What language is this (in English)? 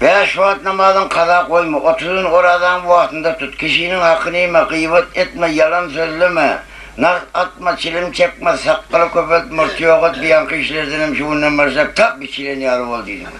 Turkmen